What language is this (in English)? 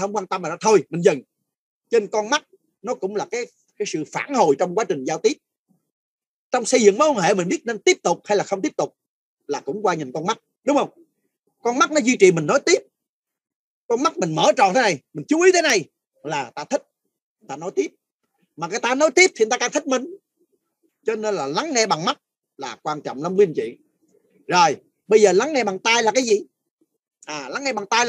Vietnamese